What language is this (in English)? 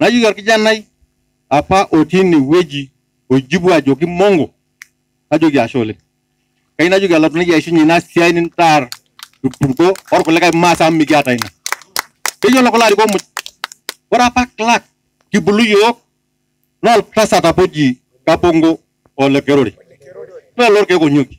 Masai